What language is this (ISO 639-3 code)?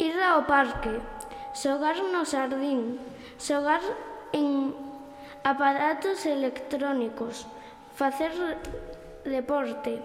glg